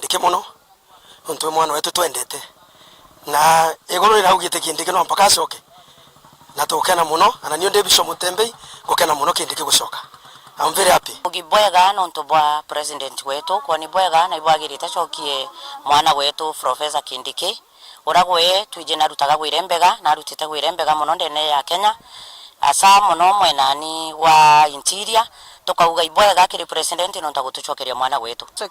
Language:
Meru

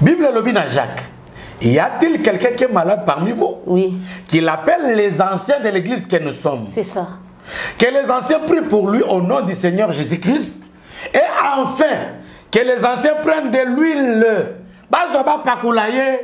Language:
Lingala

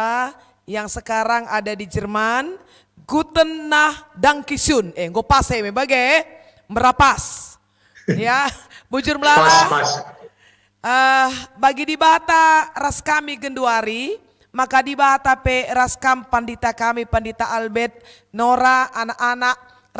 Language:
Batak Karo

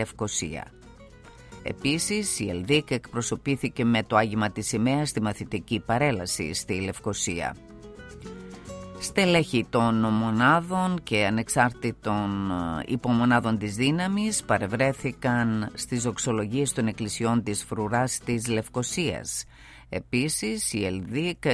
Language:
Greek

